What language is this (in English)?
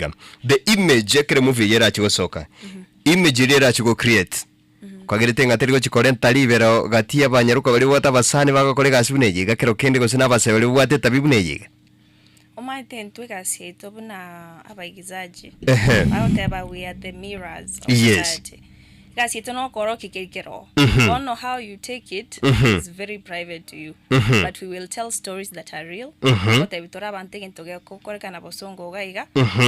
Gusii